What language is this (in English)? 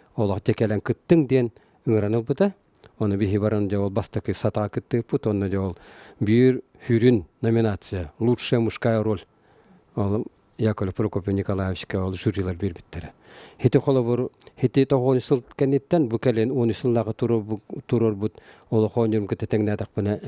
Yakut